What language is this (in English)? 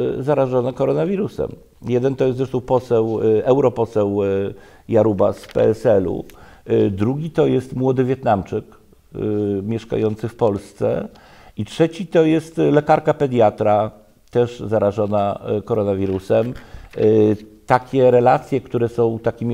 Polish